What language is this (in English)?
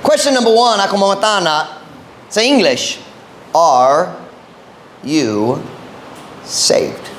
Cebuano